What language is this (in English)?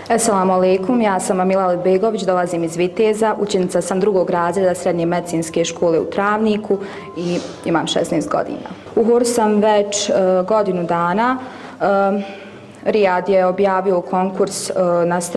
Bosnian